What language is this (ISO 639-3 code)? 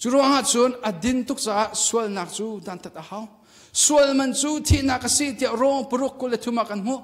cnh